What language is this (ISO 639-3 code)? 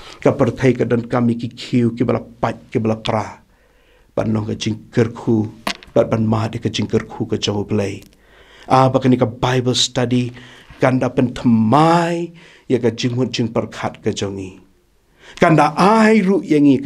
kha